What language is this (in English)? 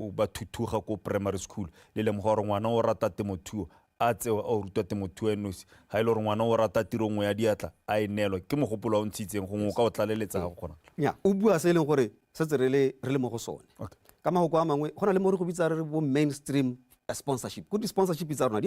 Tswana